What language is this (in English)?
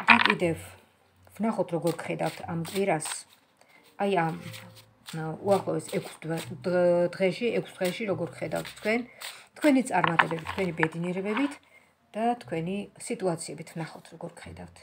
Georgian